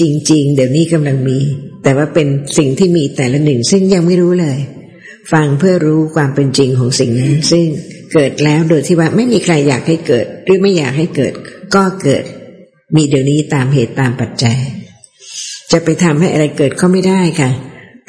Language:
Thai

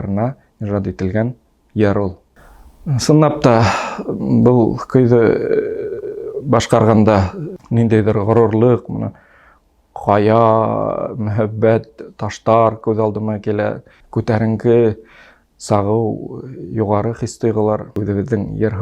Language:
Bashkir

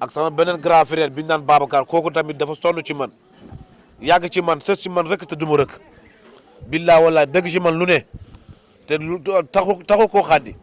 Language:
Wolof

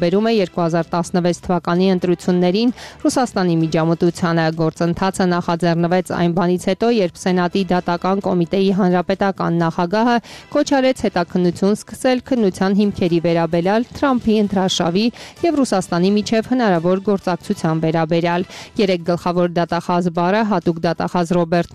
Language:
Armenian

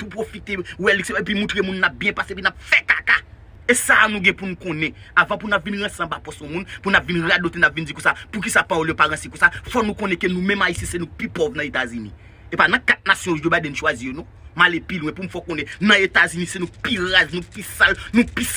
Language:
Haitian Creole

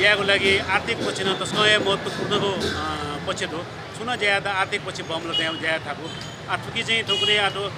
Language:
Newari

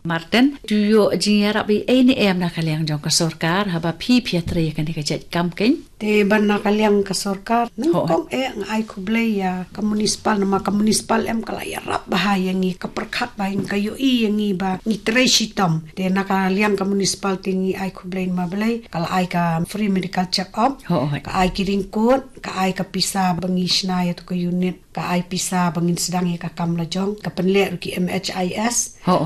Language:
Khasi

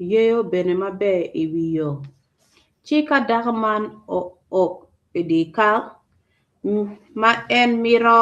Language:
Acoli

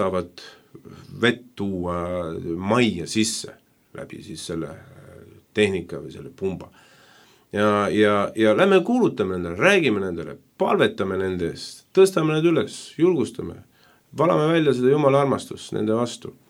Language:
Estonian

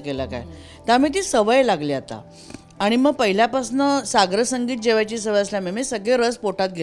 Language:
Marathi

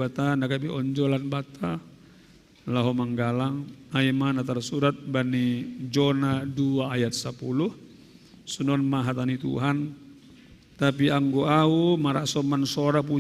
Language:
Batak Simalungun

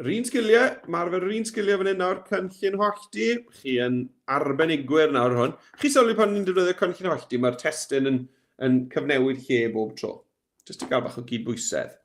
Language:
Welsh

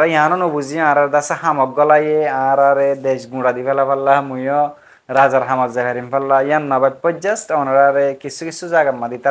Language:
Rohingya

